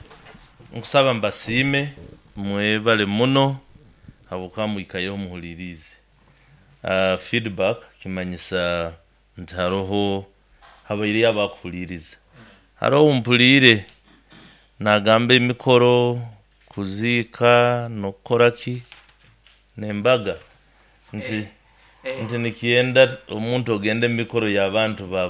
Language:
Nyoro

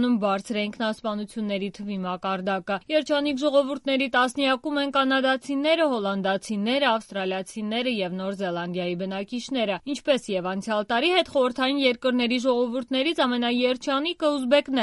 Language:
Armenian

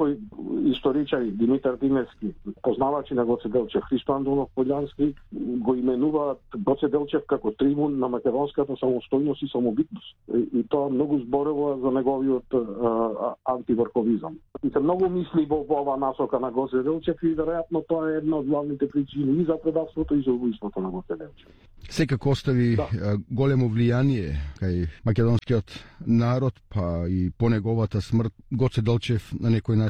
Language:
Macedonian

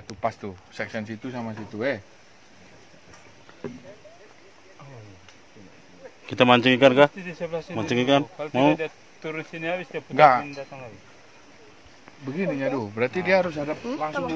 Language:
Indonesian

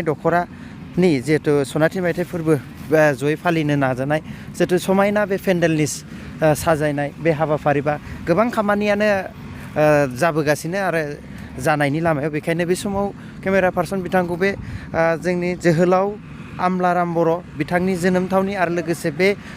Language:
Bodo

